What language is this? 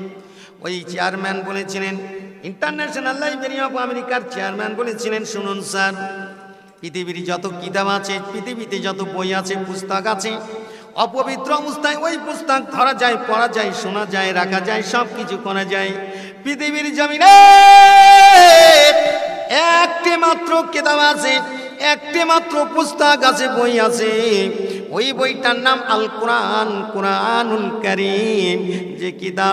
Bangla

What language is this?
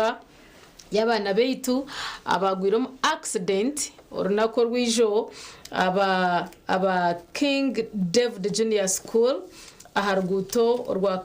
Nyankole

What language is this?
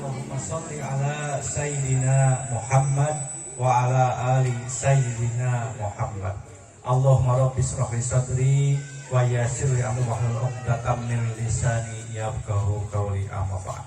Sundanese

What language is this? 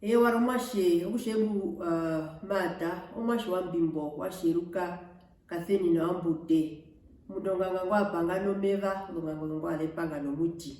Herero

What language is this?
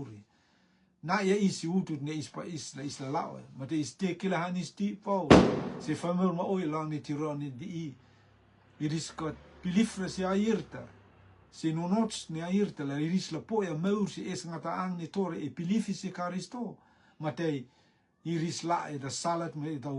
Rotuman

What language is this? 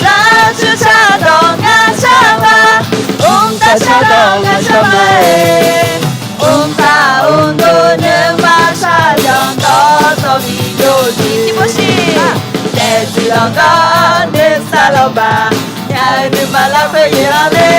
Akha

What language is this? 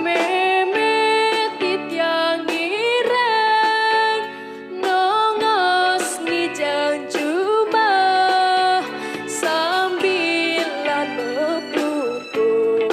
Balinese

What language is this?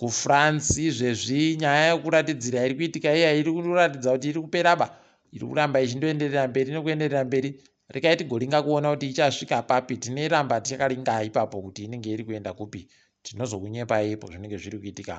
Ndau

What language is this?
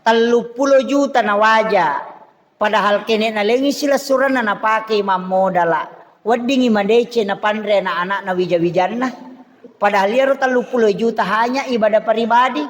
Buginese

